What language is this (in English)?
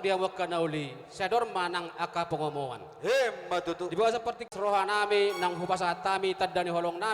Batak Toba